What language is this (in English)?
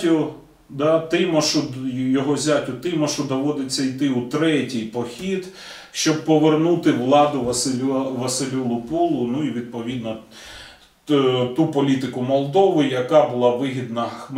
Ukrainian